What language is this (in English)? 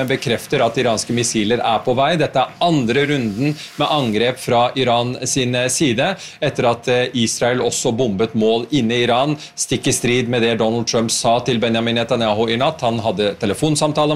Norwegian